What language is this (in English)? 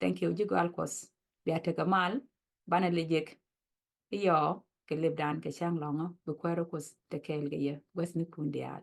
Nuer